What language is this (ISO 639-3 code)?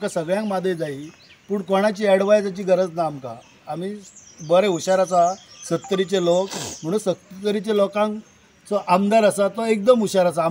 kok